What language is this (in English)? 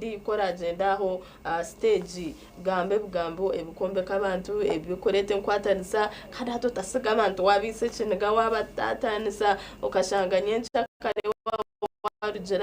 Nyankole